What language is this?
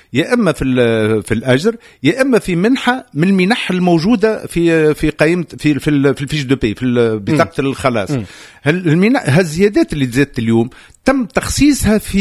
Tunisian Arabic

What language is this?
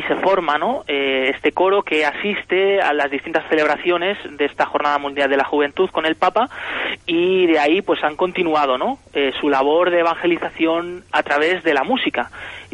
Spanish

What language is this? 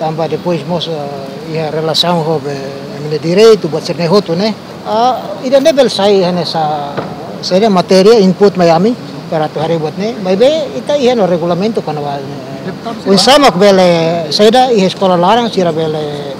Tetum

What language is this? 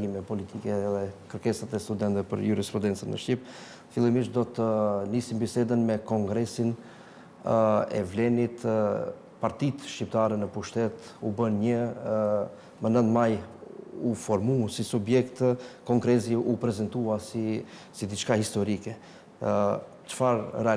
Albanian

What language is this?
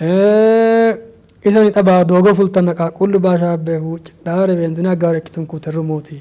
Sidamo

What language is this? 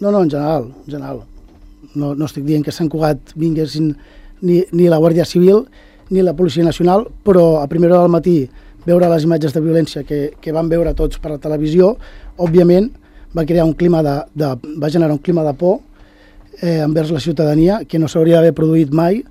Catalan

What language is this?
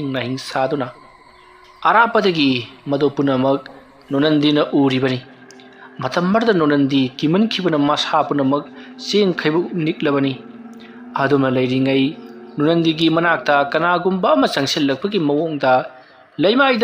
Manipuri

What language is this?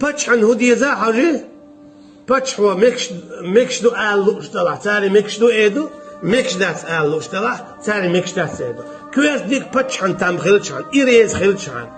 Chechen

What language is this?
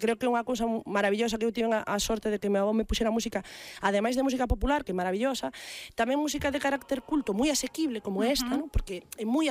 Galician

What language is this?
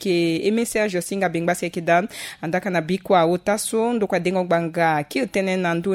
Sango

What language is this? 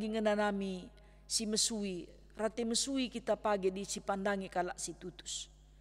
Batak Karo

